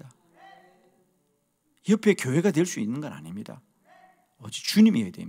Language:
Korean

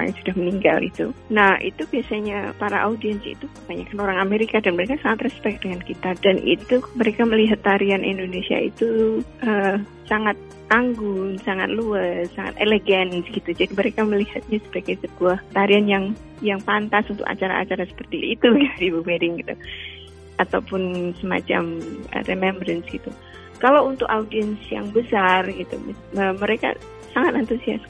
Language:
Indonesian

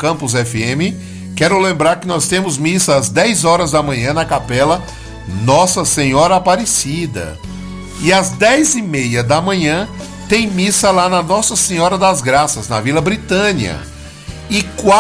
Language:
Portuguese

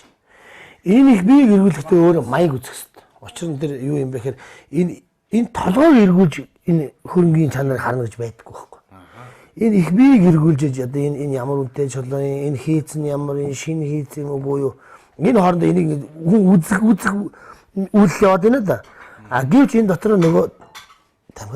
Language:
Mongolian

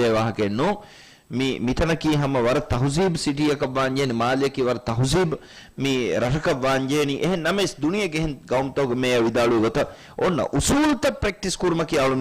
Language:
Divehi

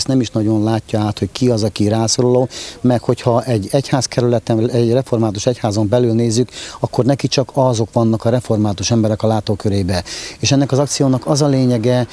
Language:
Hungarian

